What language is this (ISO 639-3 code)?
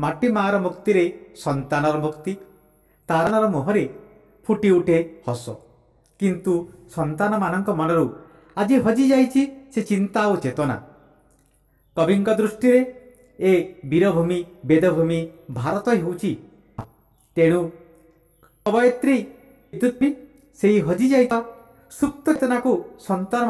ori